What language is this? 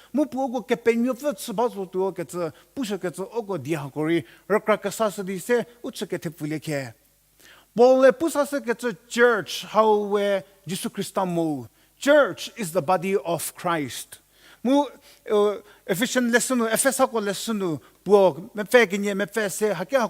Angami Naga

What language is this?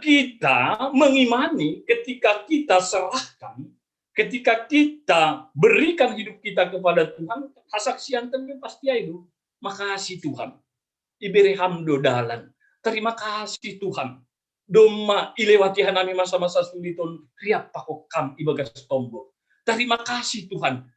Batak Simalungun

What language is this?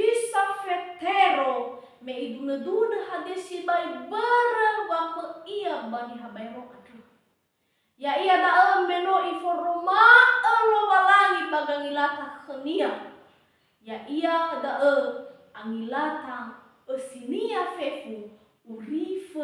Nias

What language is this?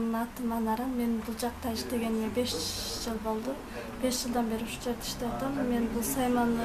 Kyrgyz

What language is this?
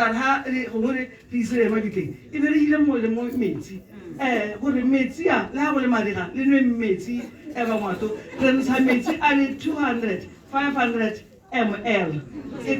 Tswana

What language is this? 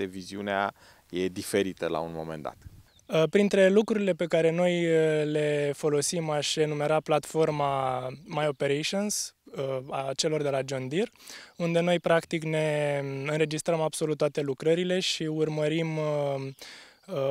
Romanian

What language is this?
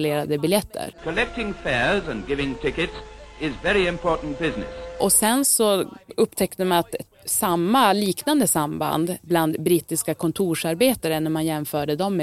Swedish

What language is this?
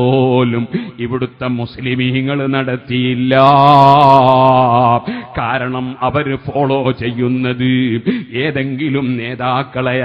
Malayalam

